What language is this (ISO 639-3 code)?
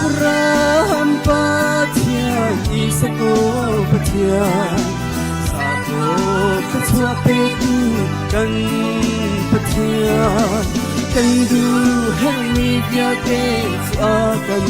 cnh